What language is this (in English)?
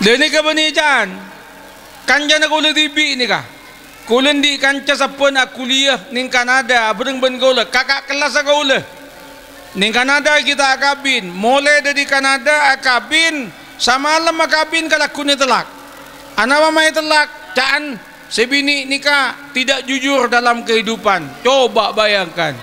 Madurese